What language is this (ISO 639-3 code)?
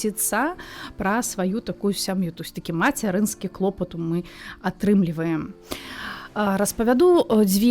bel